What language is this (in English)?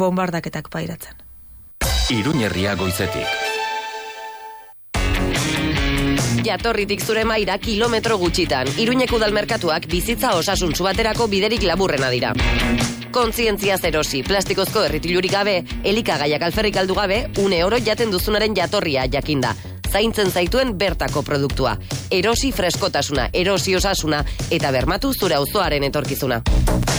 Basque